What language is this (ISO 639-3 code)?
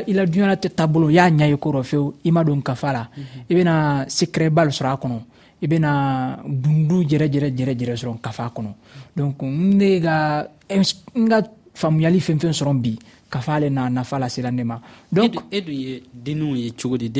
dyu